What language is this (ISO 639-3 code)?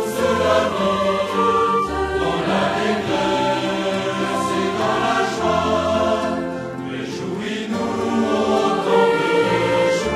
fra